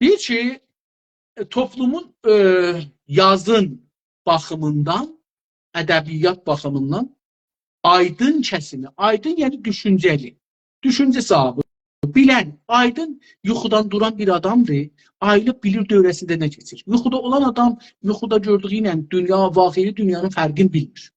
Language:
South Azerbaijani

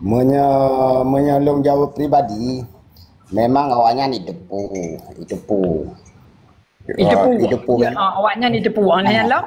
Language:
Achinese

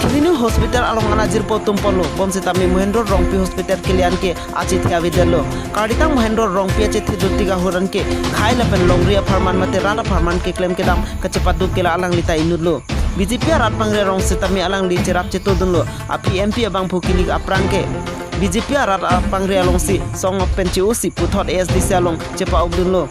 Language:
Karbi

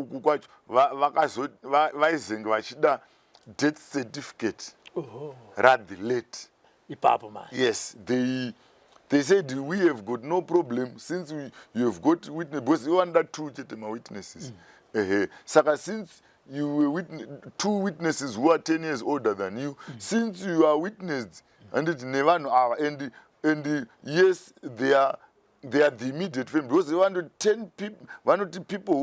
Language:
Shona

